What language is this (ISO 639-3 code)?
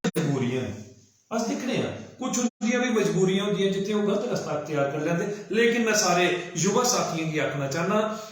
doi